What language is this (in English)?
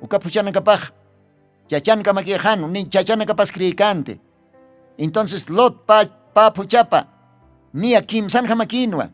Aymara